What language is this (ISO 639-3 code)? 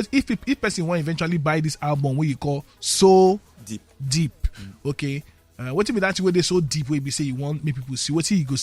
pcm